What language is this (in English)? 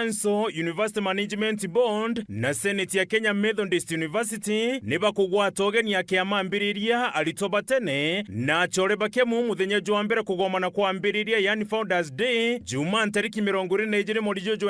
Meru